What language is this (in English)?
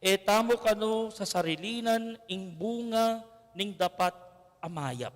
Pampanga